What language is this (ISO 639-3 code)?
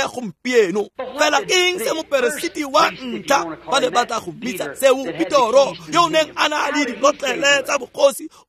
tsn